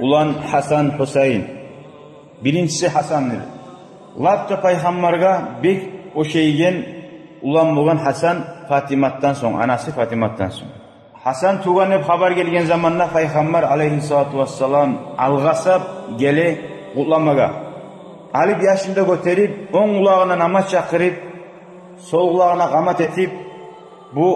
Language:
Kumyk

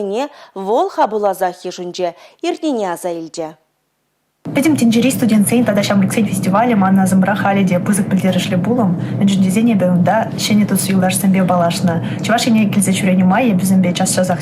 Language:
Chuvash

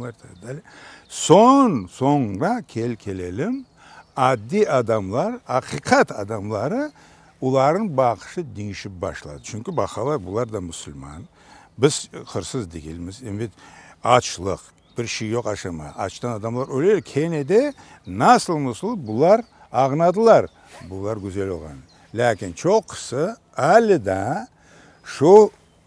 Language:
Crimean Tatar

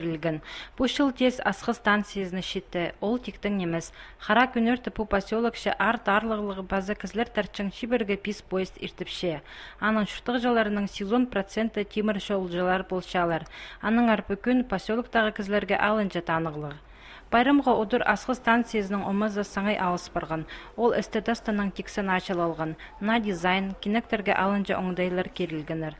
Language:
Khakas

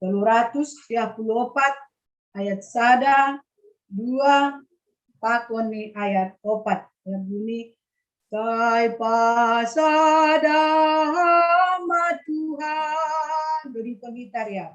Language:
Batak Simalungun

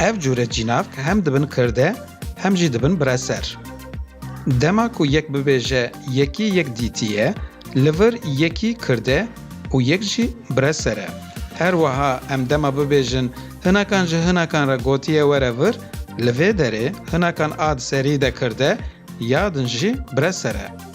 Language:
Kurdish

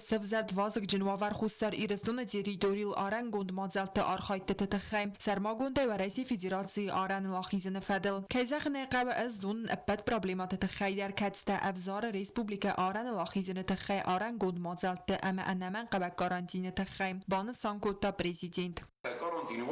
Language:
Ossetic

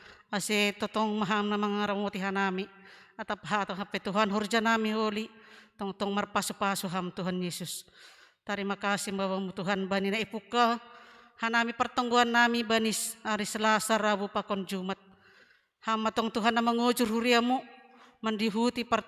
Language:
Batak Simalungun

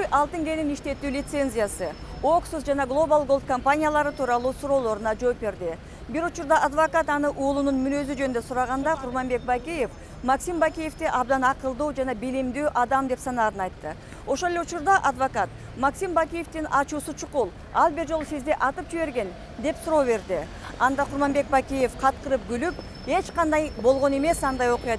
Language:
Kyrgyz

